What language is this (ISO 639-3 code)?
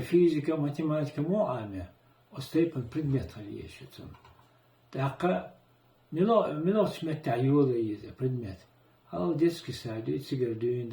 che